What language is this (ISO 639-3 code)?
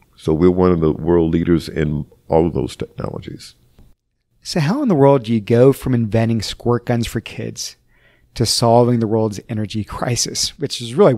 eng